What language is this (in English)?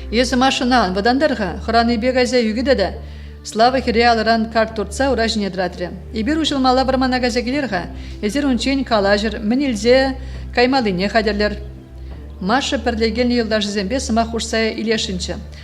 Chuvash